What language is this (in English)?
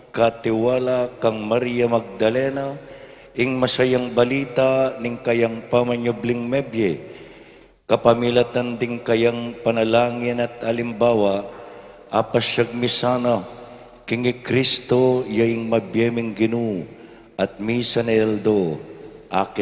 Pampanga